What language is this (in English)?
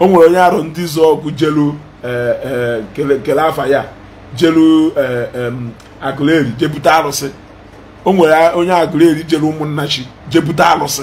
Igbo